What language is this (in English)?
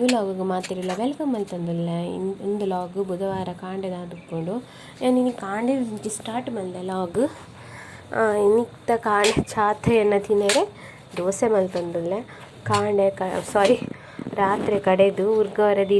Tulu